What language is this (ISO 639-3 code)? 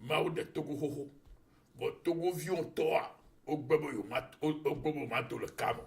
ewe